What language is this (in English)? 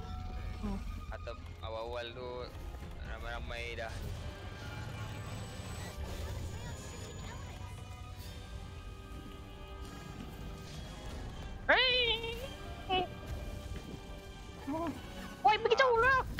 Malay